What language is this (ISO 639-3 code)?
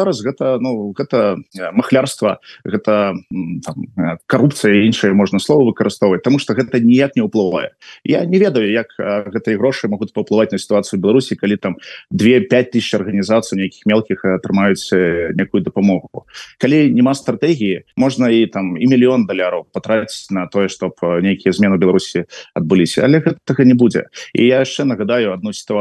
bel